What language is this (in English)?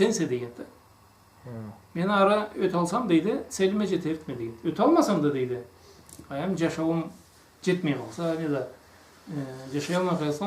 Karachay-Balkar